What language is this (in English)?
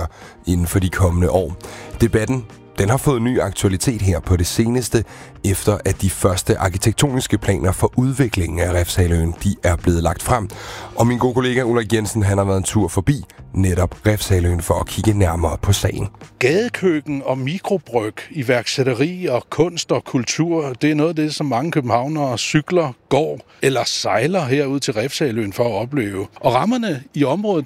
Danish